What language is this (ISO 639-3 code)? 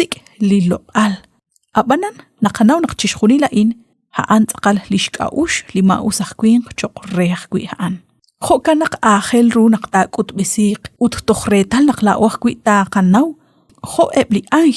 kek